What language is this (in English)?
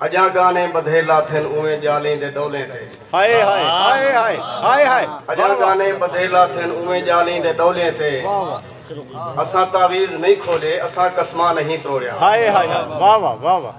Saraiki